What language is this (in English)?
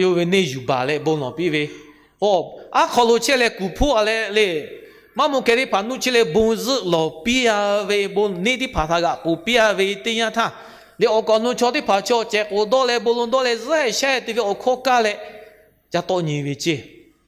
Lahu